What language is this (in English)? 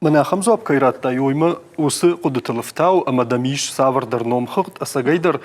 Ossetic